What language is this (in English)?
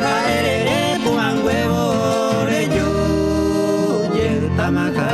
Guarani